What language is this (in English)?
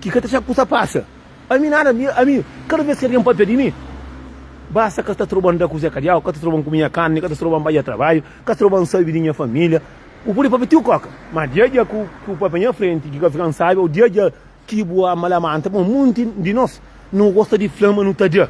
Kabuverdianu